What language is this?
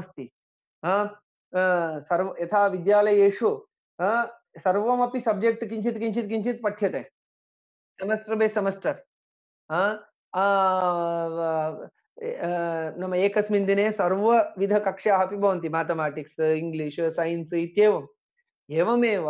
Sanskrit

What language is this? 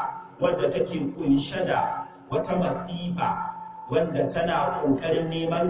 Hausa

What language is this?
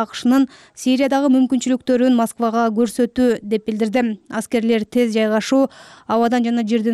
Kyrgyz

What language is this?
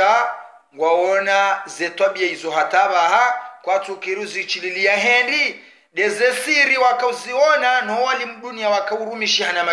Swahili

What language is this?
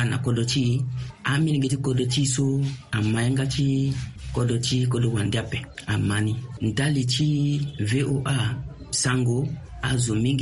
Sango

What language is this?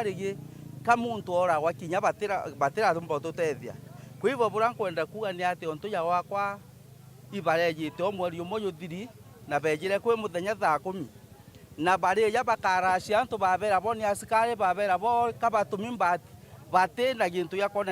Meru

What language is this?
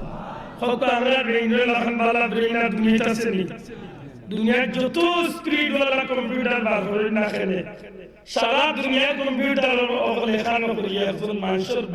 Sylheti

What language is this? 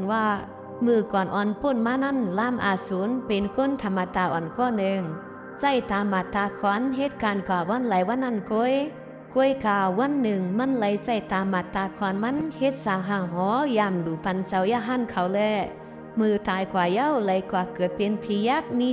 Shan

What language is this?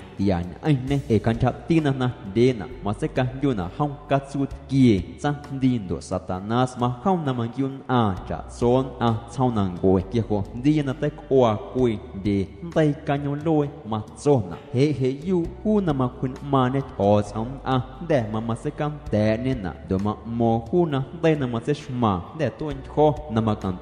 Guerrero Amuzgo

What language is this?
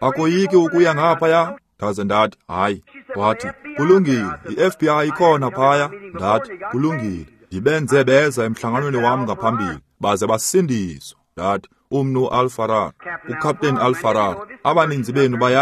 Xhosa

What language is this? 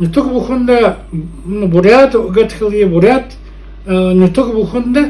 Buriat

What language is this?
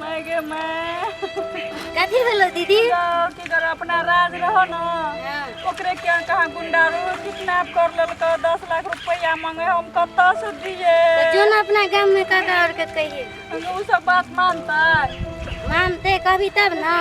Maithili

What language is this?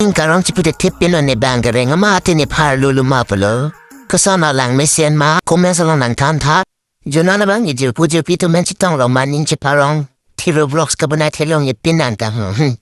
Karbi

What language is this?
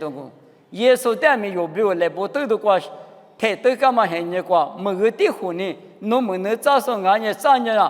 Lisu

